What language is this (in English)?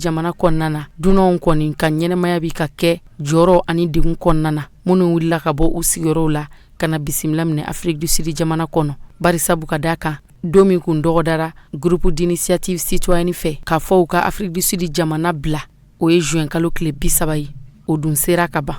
Bambara